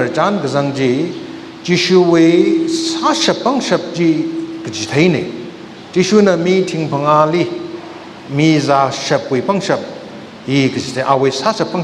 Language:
Tangkhul Naga (India)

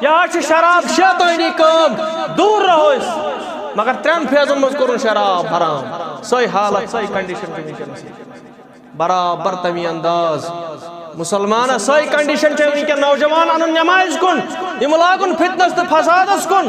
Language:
Kashmiri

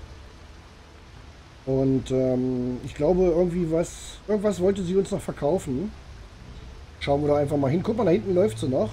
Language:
German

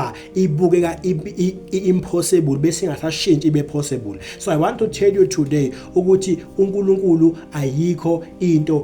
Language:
Zulu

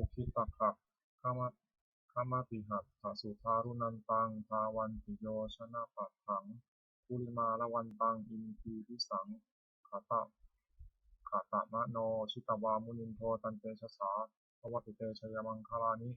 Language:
Pali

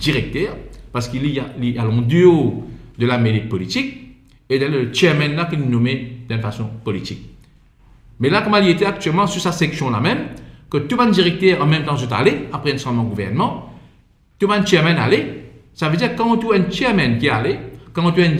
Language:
Morisyen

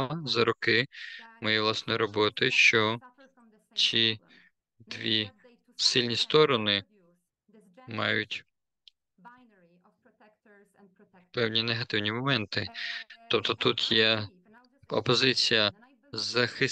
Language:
Ukrainian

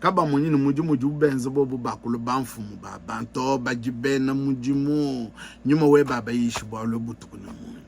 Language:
Luba-Lulua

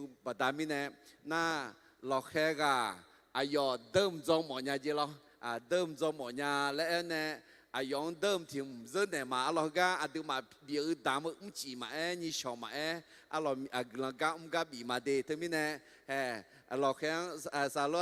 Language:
Akha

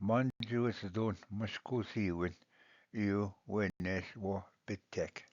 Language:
Ojibwa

